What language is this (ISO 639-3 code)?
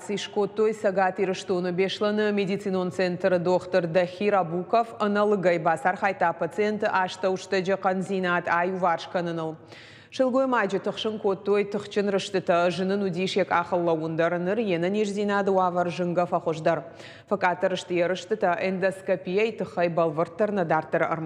oss